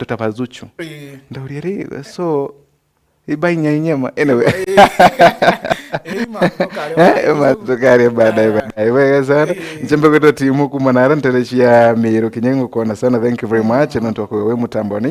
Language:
Meru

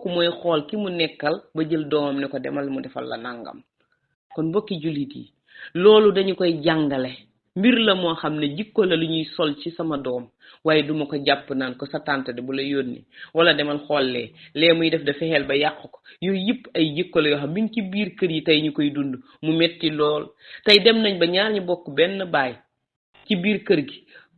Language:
Wolof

